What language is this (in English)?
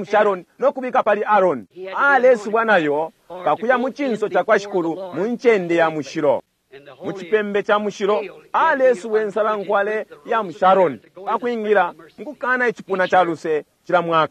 Bemba